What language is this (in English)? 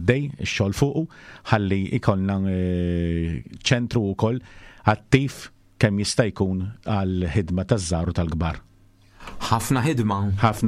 Maltese